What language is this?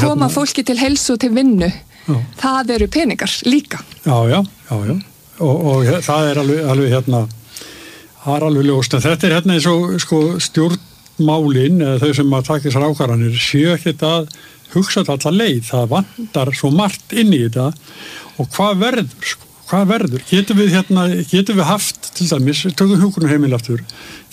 Icelandic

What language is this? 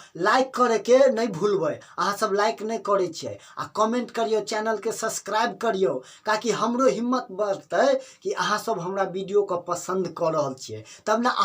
Maithili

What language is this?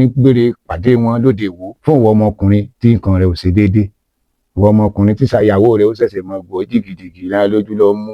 Yoruba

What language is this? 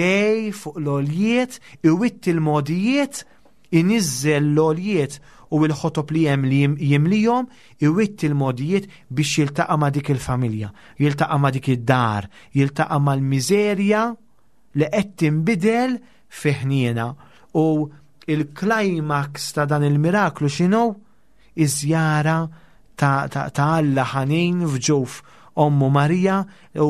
Maltese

